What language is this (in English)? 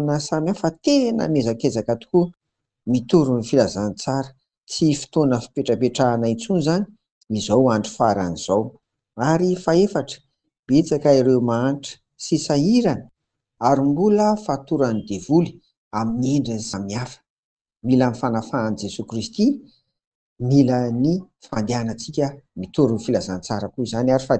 Malagasy